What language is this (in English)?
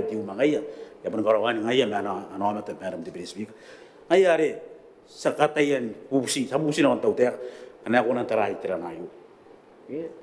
Gilbertese